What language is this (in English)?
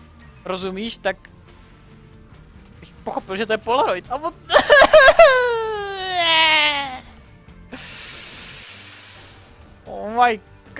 Czech